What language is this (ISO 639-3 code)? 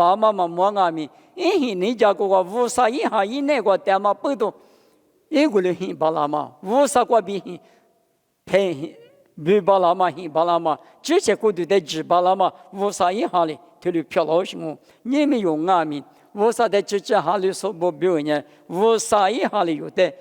lis